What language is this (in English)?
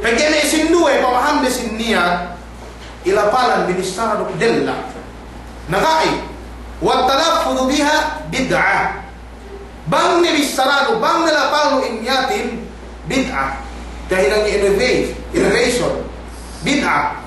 Yakan